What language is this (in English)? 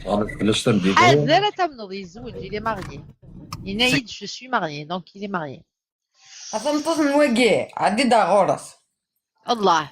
Kabyle